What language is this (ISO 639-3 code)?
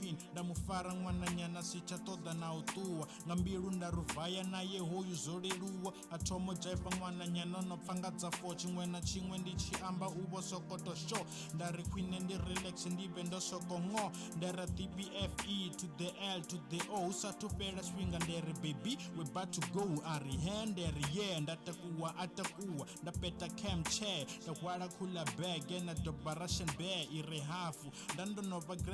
ven